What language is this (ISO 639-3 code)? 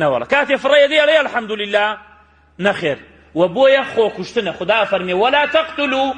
ckb